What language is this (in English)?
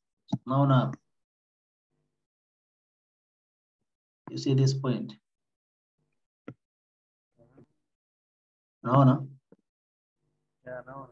Swahili